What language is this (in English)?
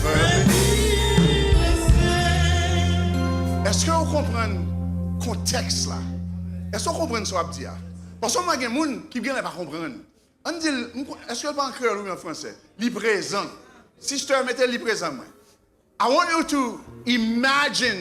Haitian Creole